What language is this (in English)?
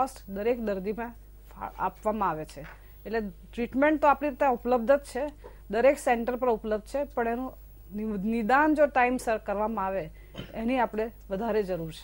Gujarati